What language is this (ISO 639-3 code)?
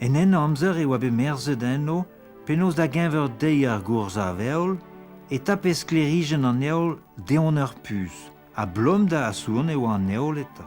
bre